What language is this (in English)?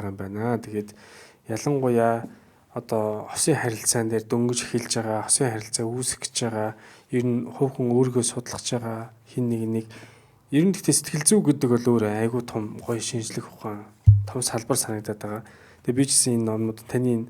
Mongolian